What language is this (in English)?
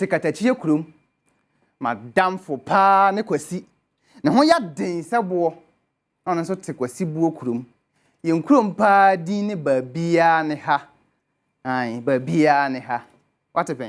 Akan